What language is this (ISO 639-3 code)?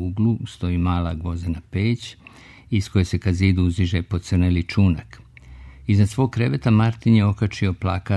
srp